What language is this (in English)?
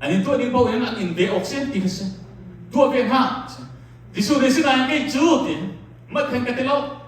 Hakha Chin